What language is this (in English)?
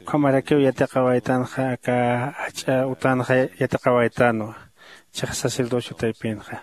Aymara